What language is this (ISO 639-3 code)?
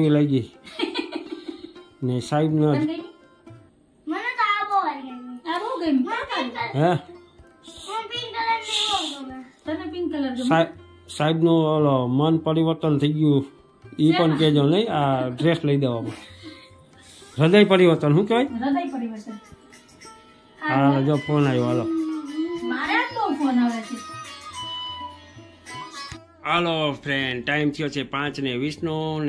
guj